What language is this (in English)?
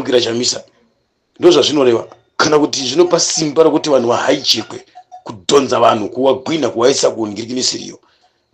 Shona